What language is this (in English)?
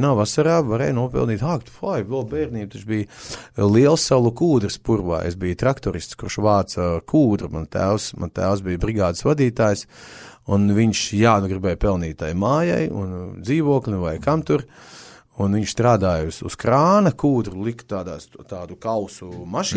Latvian